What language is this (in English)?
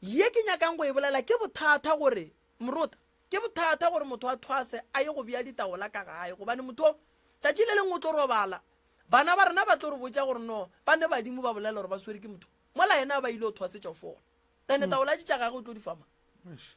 Northern Sotho